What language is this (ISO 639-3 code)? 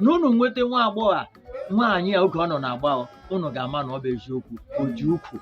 ibo